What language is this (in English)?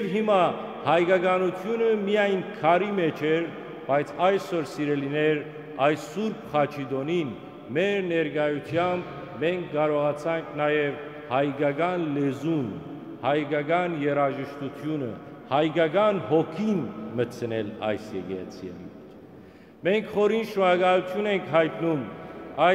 Western Armenian